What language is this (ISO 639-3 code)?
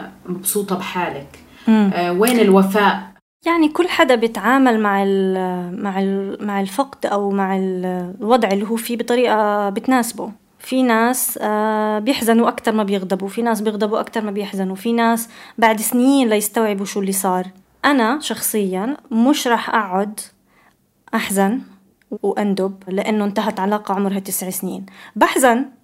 apc